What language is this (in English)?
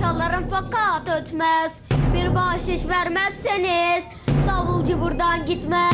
Kurdish